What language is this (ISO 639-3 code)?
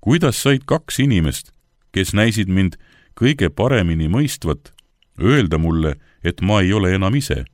est